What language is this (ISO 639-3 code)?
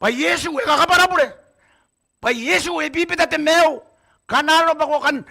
gil